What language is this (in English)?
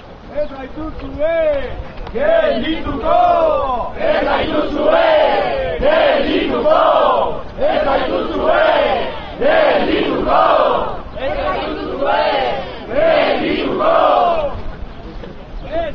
Basque